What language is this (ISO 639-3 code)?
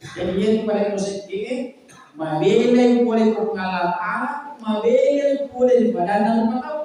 bug